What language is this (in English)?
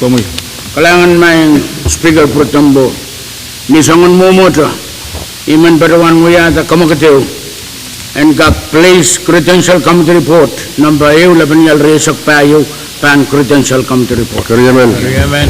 Pohnpeian